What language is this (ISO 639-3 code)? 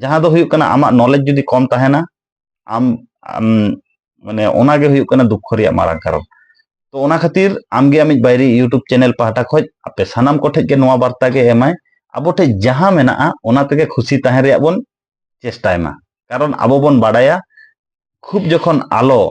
sat